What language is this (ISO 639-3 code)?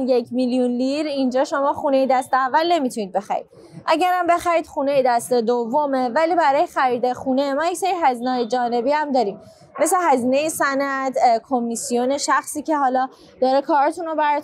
fas